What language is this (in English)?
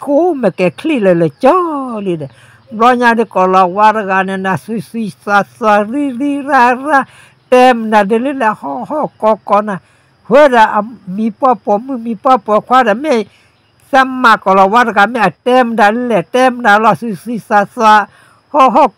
S'gaw Karen